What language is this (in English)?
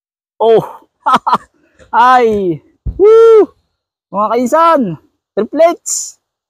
Filipino